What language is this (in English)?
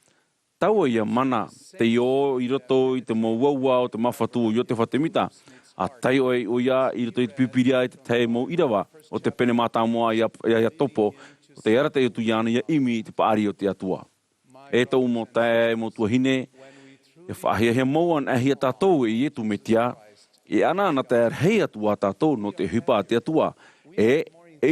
Tahitian